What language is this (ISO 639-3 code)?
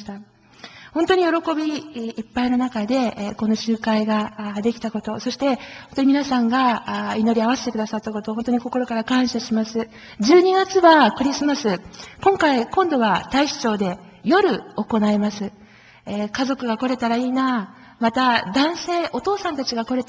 jpn